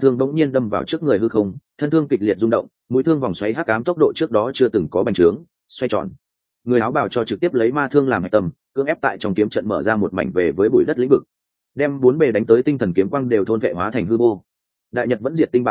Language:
Vietnamese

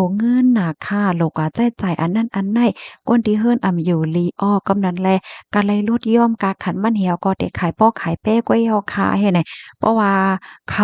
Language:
Shan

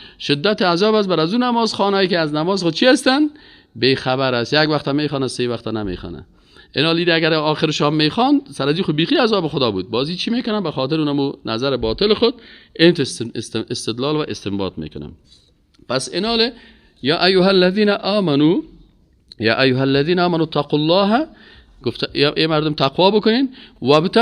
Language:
Persian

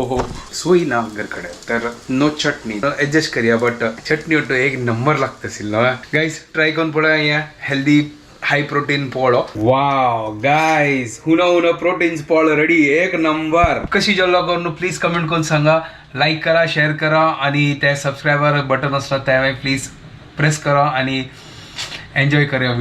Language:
Konkani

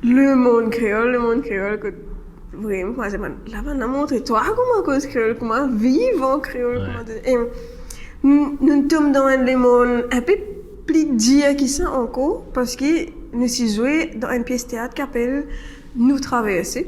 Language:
Morisyen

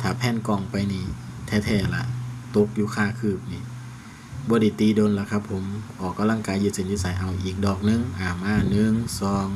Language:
Lao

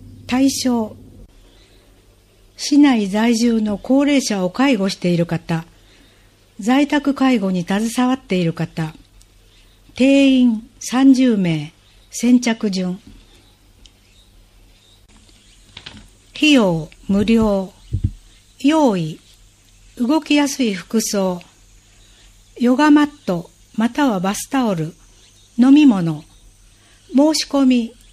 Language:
Japanese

